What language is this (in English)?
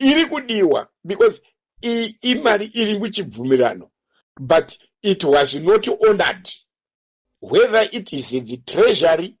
Shona